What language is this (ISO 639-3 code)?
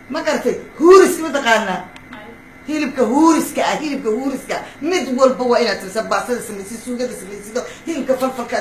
som